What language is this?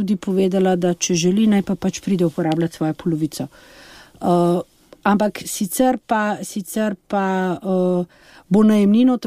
Slovenian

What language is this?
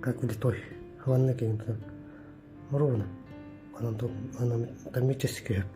Yakut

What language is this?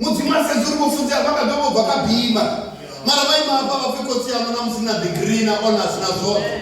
Venda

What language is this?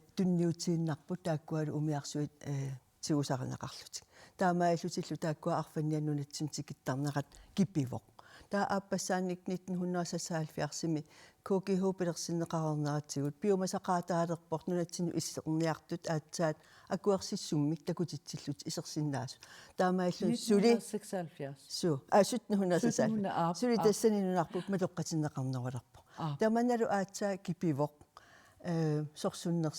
Kalaallisut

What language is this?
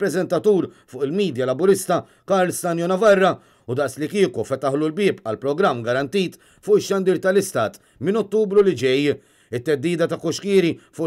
Maltese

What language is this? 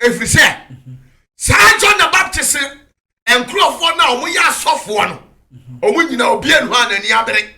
Akan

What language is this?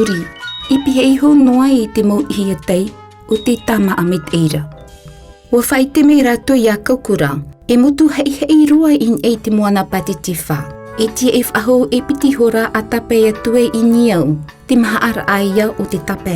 Tahitian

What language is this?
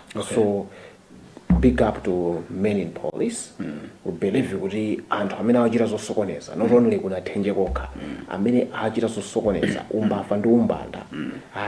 Nyanja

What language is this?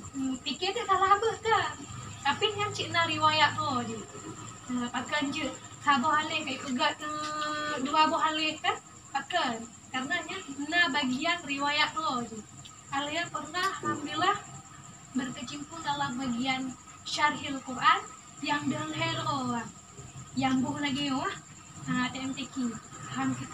Achinese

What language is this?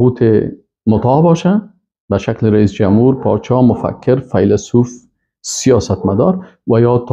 Persian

